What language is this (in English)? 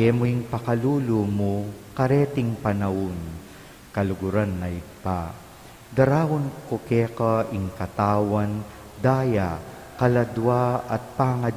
Pampanga